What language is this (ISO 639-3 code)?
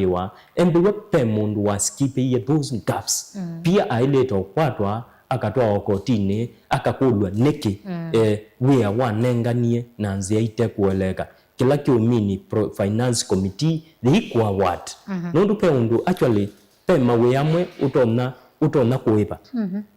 kam